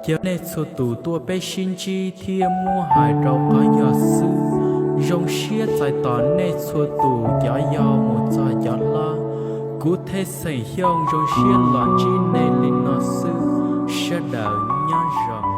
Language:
Hmong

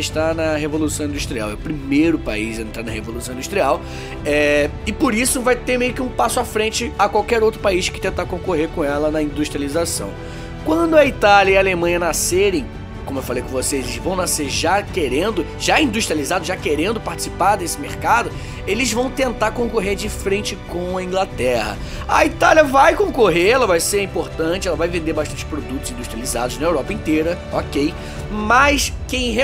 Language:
Portuguese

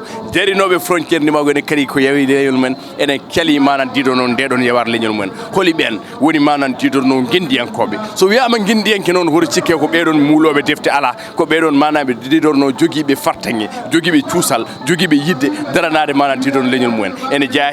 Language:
Fula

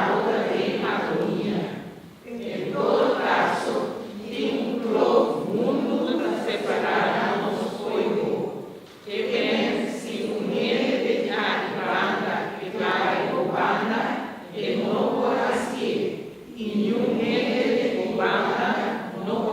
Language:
Papiamento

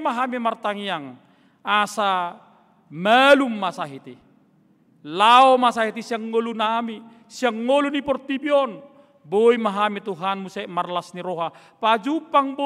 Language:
Batak Toba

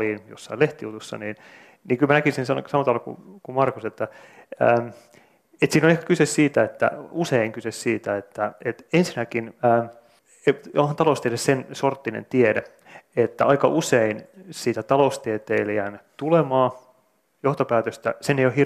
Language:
Finnish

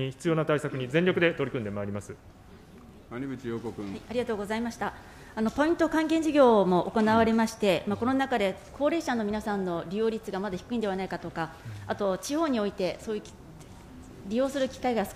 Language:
Japanese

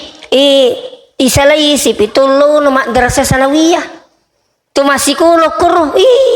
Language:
Buginese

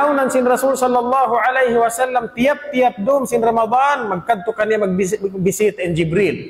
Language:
Tausug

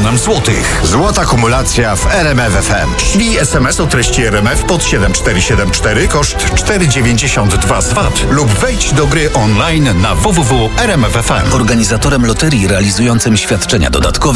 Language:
Polish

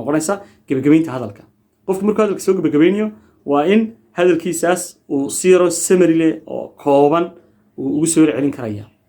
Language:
Somali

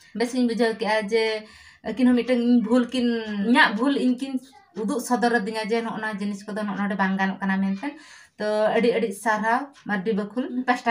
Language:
Santali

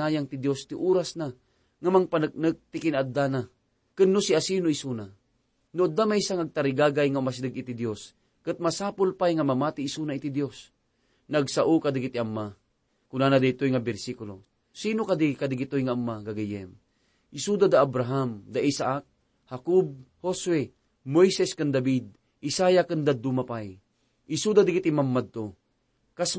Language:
Iloko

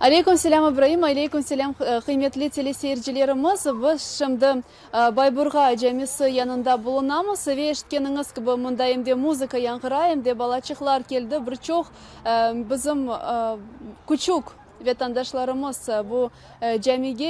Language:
Crimean Tatar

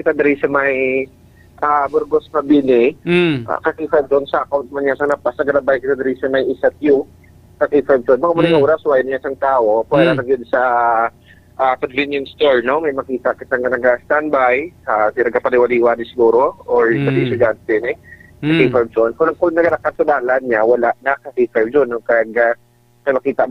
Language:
Hiligaynon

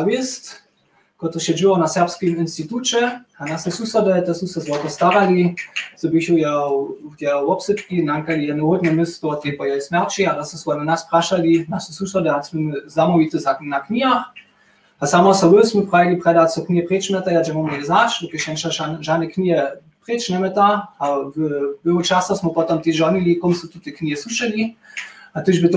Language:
Upper Sorbian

